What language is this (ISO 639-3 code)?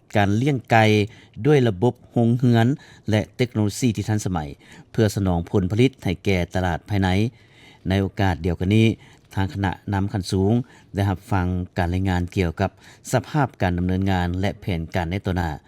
lao